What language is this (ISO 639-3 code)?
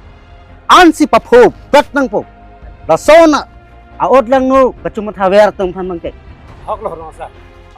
mjw